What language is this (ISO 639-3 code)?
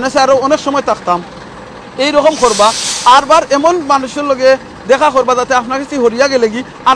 syl